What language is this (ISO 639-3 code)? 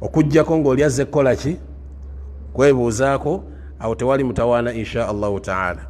lug